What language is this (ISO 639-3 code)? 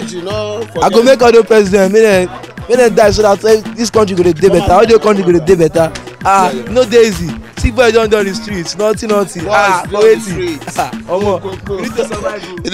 pcm